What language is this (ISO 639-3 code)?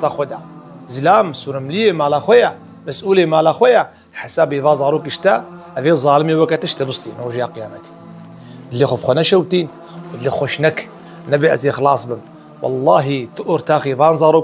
kur